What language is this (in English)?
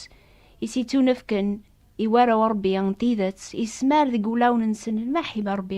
Kabyle